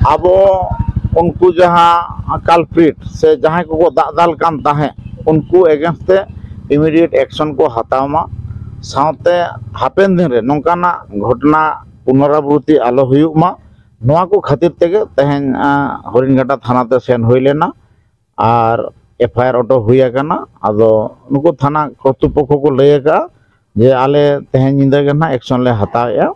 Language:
Santali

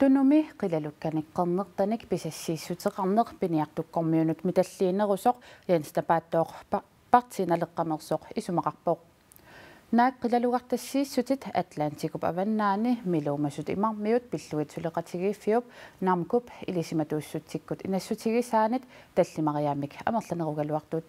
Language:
Kalaallisut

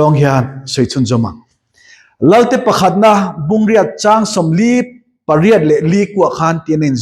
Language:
Mizo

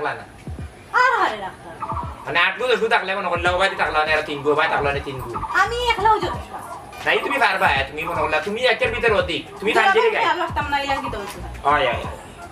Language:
Sylheti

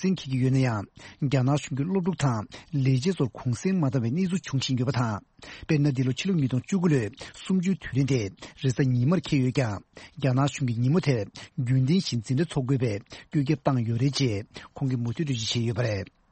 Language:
Tibetan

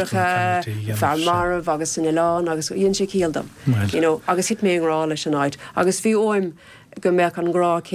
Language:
Irish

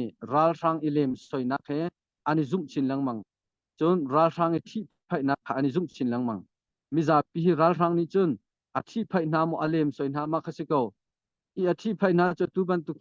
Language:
Hakha Chin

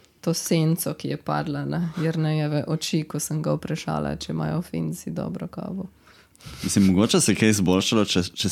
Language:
Slovenian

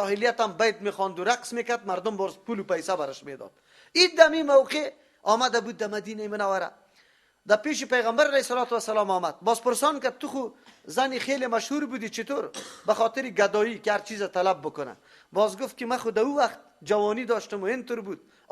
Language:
Persian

